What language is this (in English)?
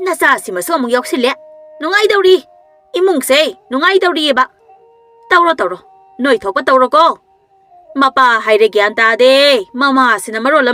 Manipuri